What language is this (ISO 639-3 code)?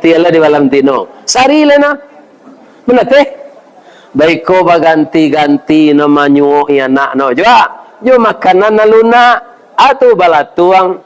min